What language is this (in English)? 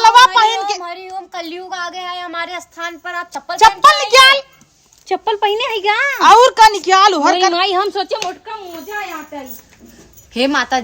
Awadhi